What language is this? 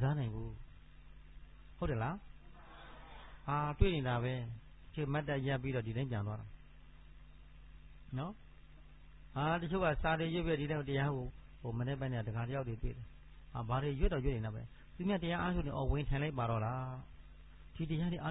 Burmese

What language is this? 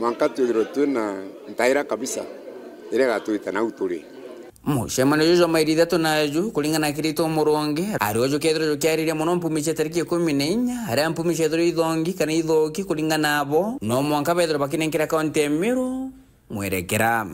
Meru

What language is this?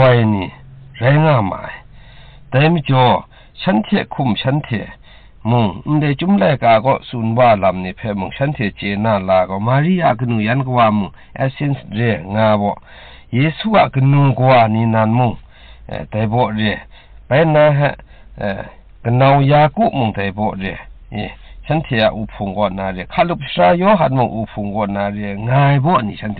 Kachin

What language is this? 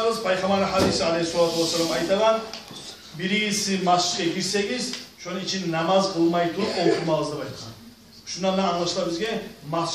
Kumyk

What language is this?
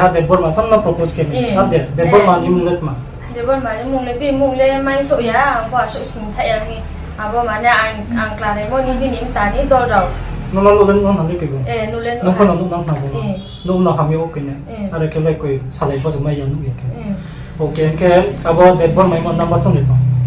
Riang (India)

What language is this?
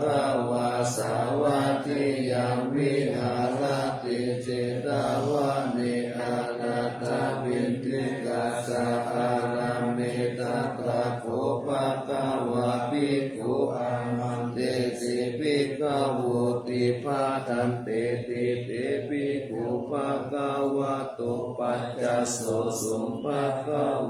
Pali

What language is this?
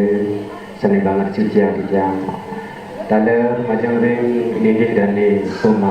Balinese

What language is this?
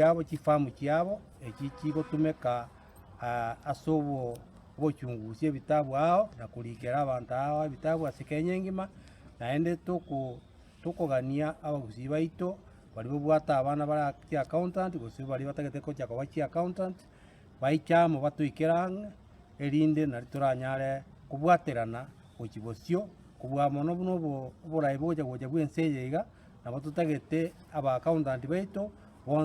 Gusii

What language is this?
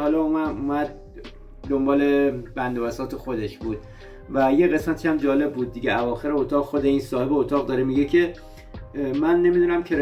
Persian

